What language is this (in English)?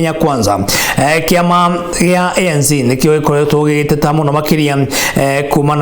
Kikuyu